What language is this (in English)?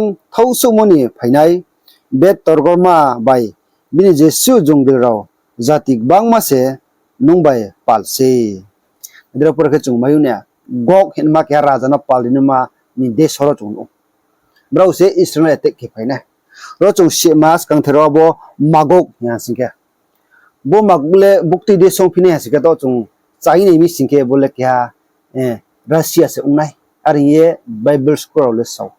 Riang (India)